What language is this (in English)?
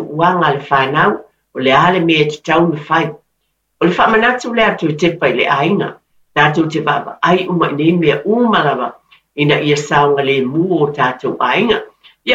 Samoan